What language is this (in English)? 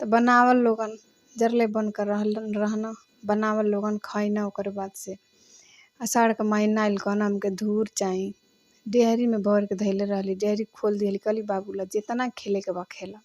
Bhojpuri